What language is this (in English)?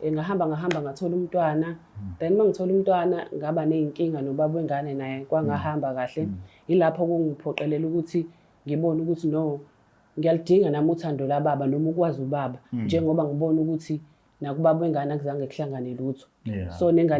Zulu